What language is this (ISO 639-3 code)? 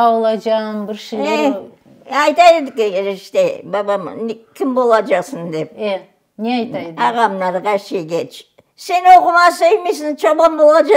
crh